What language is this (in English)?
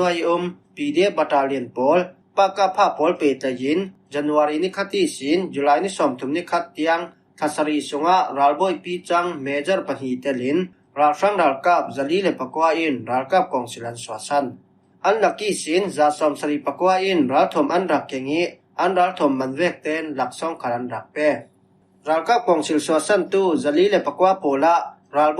Falam Chin